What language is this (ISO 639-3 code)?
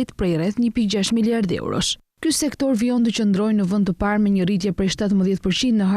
sqi